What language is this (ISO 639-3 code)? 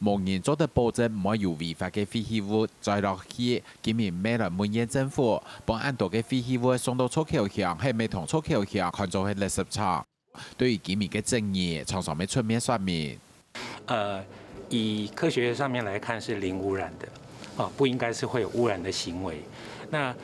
hak